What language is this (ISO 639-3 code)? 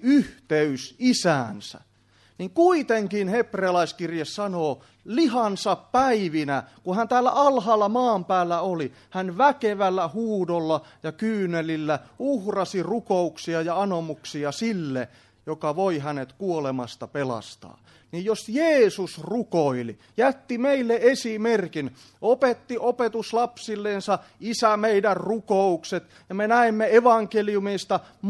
fin